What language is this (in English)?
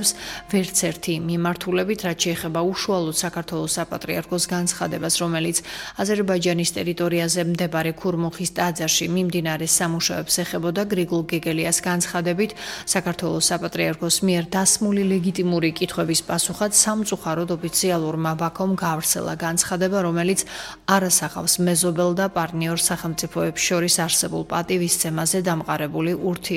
Georgian